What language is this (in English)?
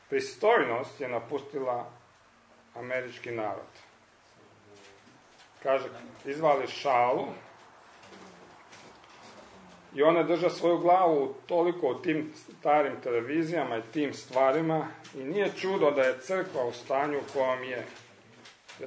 Croatian